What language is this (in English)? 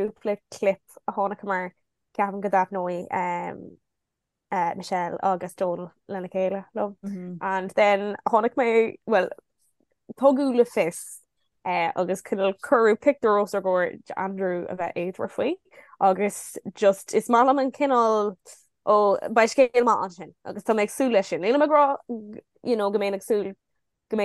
Irish